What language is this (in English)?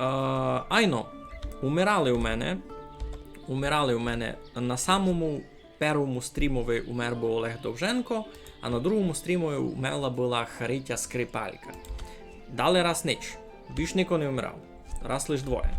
Rusyn